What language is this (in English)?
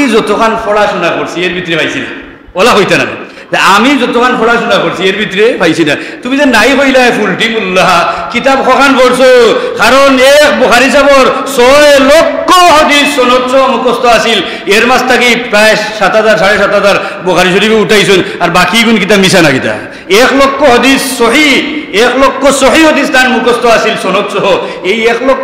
Sylheti